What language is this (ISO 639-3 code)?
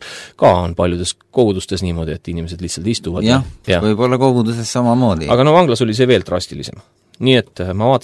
est